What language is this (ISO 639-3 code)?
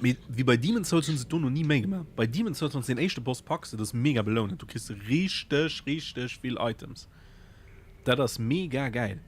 ltz